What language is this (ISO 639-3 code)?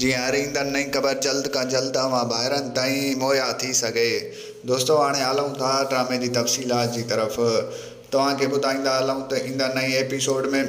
snd